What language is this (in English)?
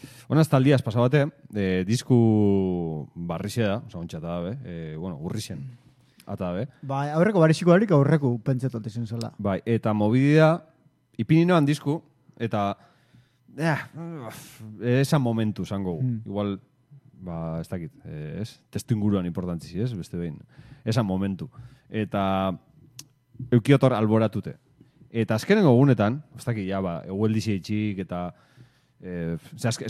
Basque